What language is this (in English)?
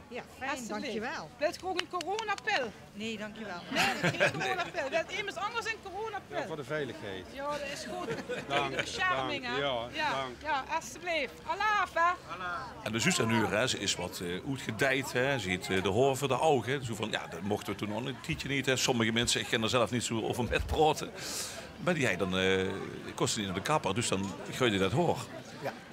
Limburgish